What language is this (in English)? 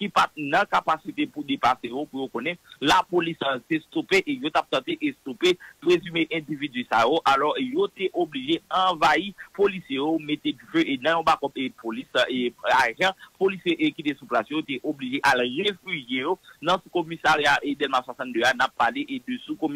Haitian Creole